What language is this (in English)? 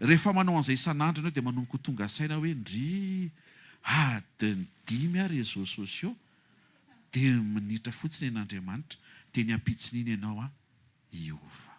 Malagasy